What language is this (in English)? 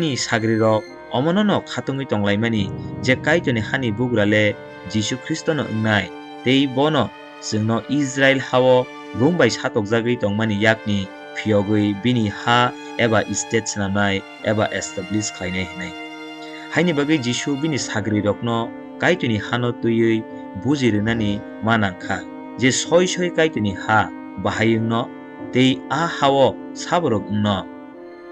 Kok Borok